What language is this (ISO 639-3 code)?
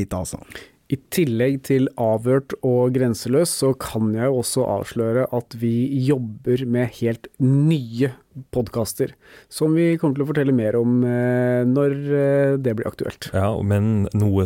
nor